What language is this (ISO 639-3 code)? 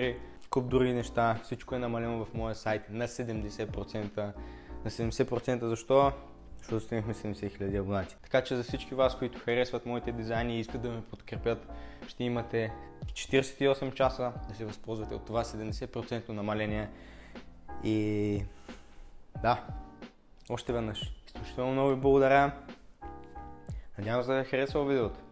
bul